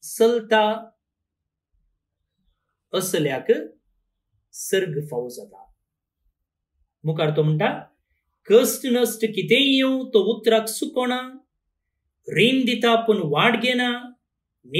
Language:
Konkani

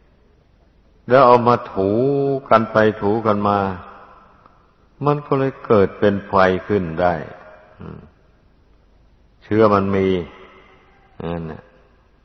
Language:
Thai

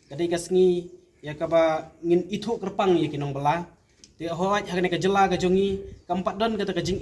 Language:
Khasi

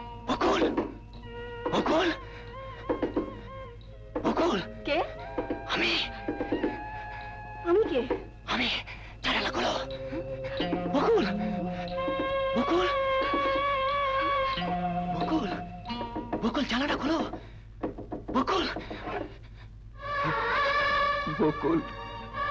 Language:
Bangla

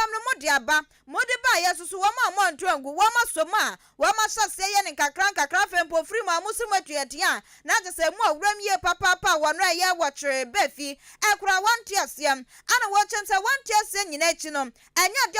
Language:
Akan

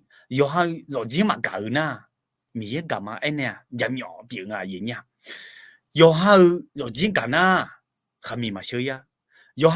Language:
Akha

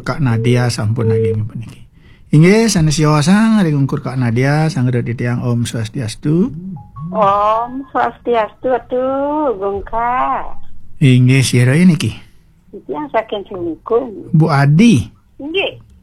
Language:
Balinese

